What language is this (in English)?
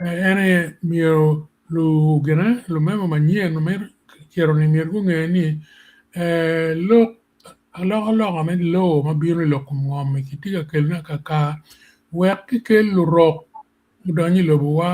Acoli